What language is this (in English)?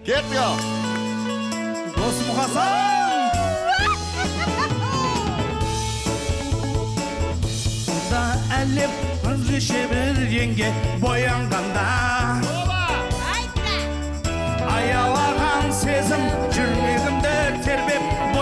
Kazakh